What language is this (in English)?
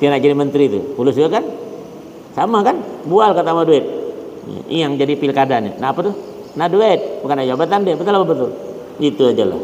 Banjar